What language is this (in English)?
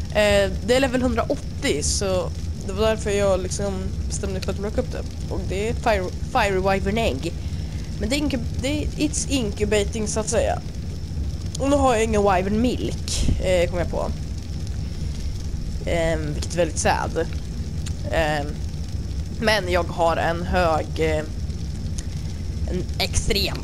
Swedish